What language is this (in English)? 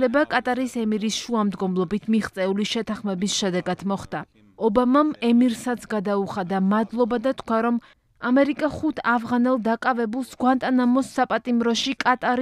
Georgian